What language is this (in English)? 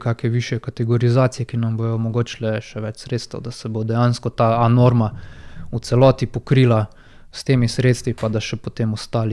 Slovenian